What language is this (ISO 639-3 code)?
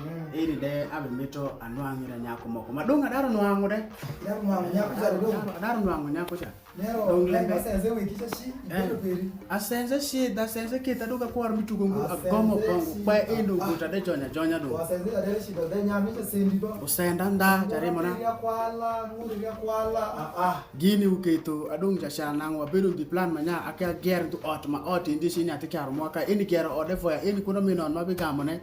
alz